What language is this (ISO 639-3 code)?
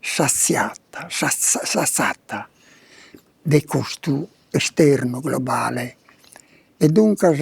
srd